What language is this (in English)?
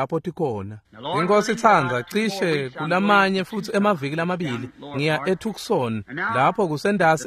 Swati